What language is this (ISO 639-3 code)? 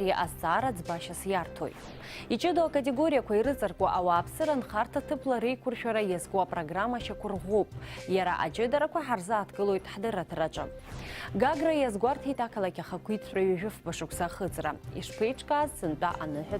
abk